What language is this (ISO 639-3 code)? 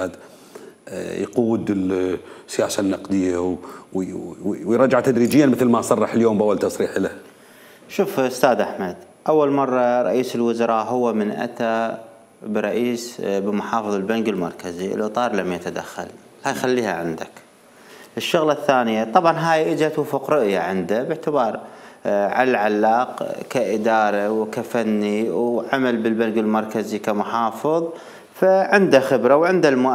acm